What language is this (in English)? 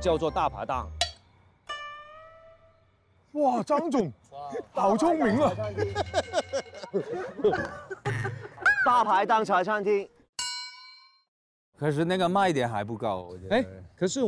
Chinese